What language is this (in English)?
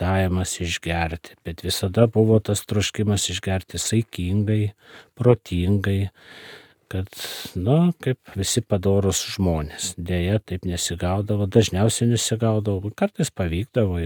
Lithuanian